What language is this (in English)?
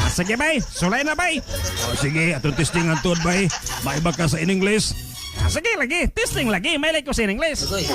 Cebuano